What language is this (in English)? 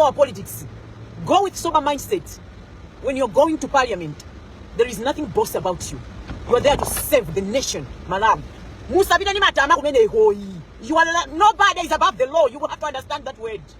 Nyanja